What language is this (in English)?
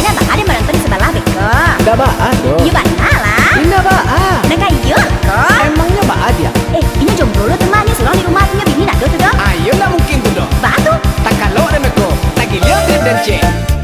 Minangkabau